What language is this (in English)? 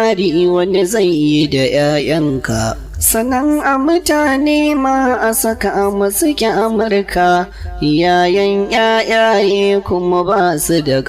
Hausa